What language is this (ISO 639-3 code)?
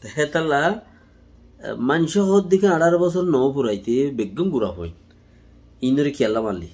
rhg